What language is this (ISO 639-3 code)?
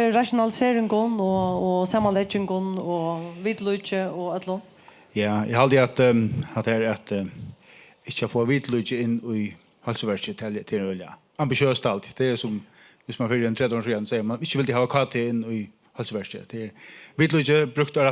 fao